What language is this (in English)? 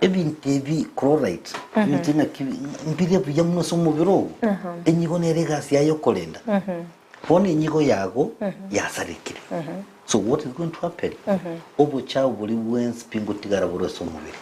Gusii